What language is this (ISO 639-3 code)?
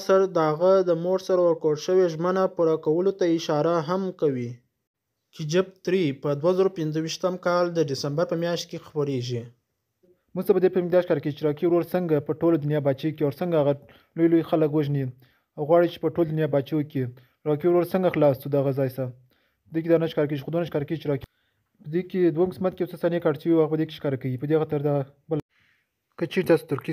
pus